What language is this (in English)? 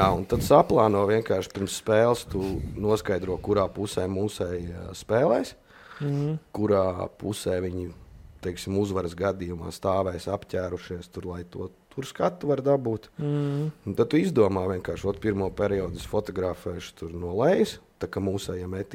Latvian